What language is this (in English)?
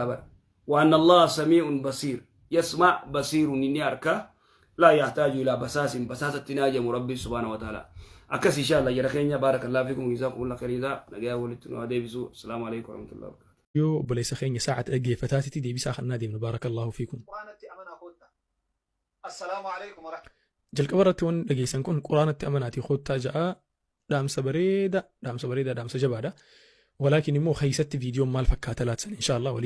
Oromo